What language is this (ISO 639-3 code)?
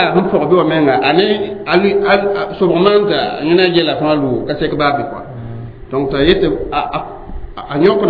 mos